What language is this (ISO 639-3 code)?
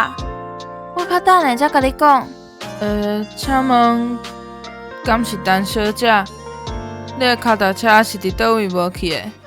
nan